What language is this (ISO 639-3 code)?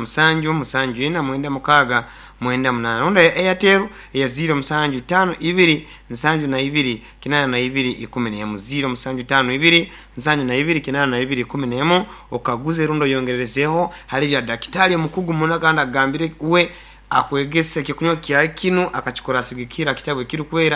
nyn